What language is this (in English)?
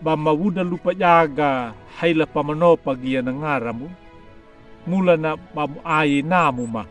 Anakalangu